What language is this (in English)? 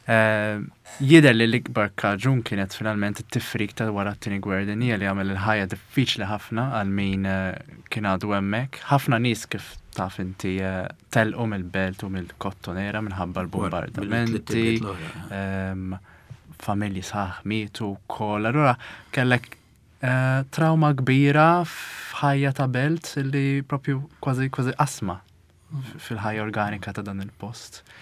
Maltese